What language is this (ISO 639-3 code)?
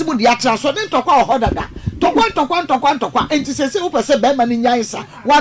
aka